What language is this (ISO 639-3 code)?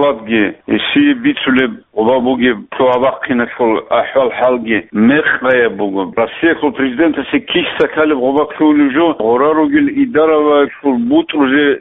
ava